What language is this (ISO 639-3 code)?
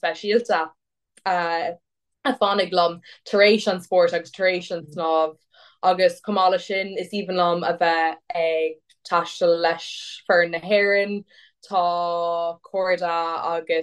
gle